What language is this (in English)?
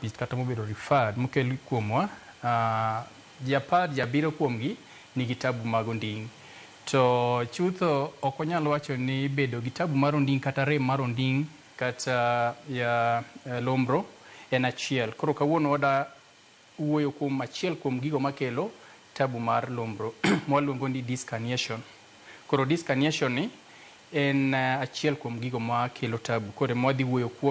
Luo (Kenya and Tanzania)